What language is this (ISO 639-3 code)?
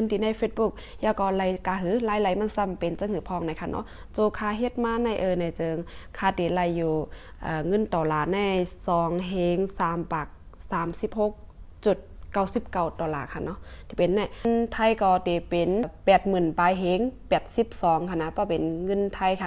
shn